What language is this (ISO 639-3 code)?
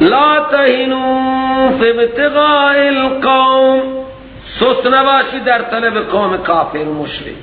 fas